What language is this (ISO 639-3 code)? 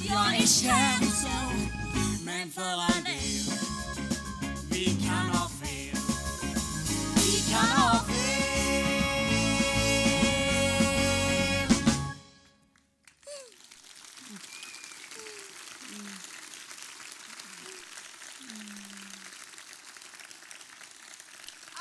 swe